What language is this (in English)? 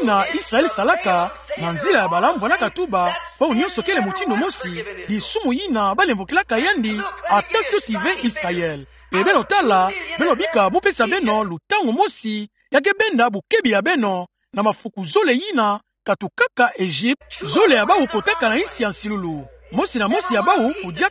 Kituba (Democratic Republic of Congo)